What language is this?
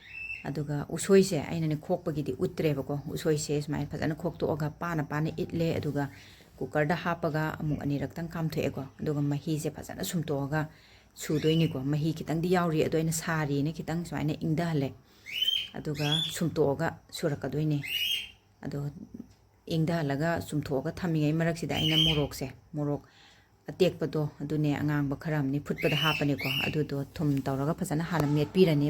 Manipuri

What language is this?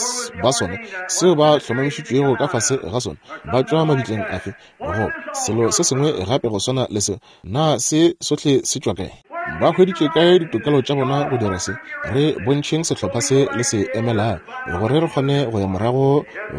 Northern Sotho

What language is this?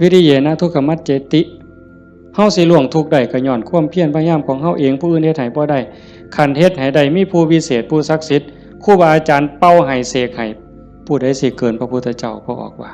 Northeastern Thai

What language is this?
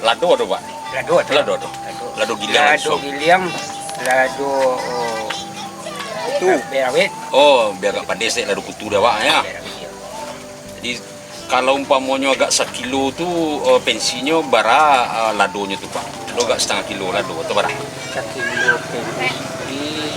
Minangkabau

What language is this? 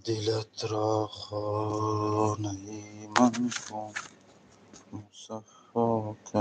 Tajik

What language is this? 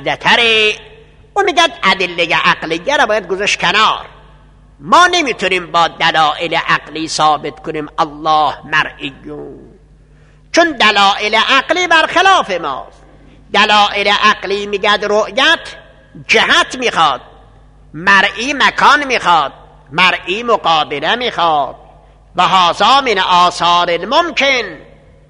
Persian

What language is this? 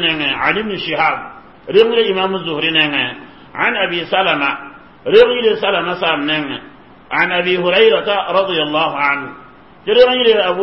Mossi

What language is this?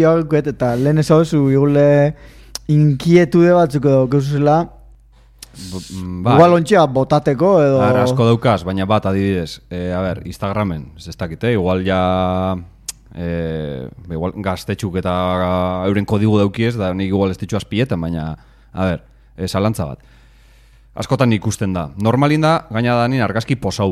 Basque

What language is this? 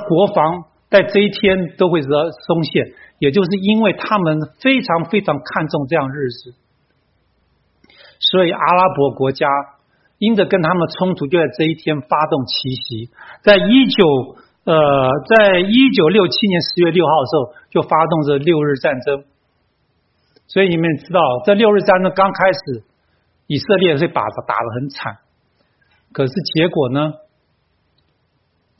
Chinese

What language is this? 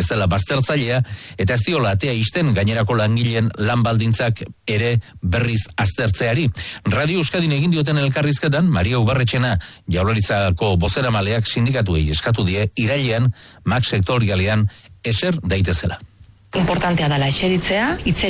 Basque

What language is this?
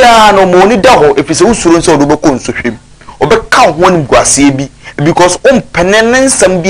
Akan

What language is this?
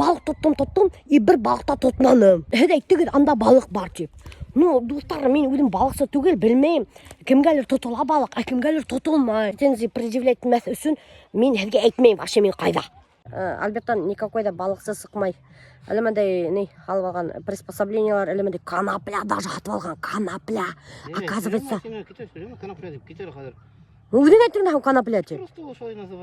Bashkir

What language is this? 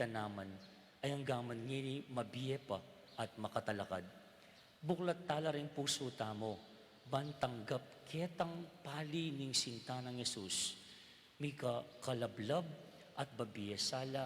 Pampanga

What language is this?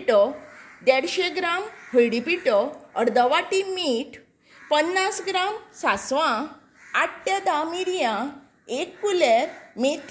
Konkani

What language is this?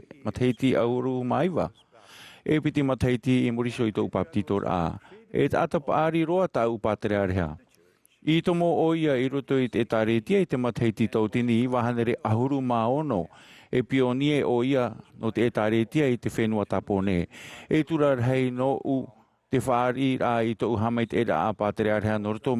Tahitian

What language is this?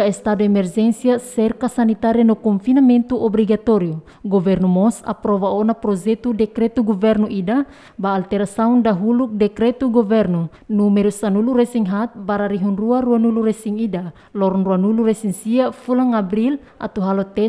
Tetum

